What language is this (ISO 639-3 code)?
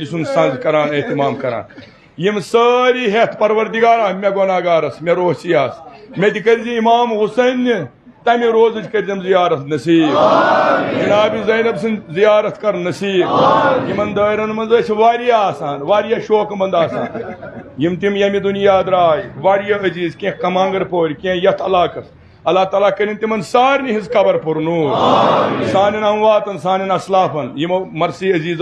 kas